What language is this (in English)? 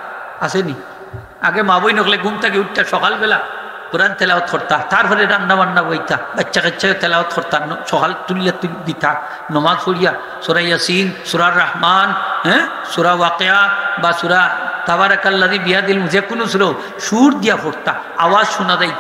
Sylheti